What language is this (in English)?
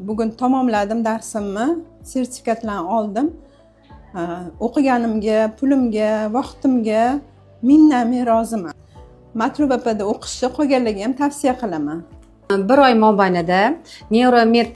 Uzbek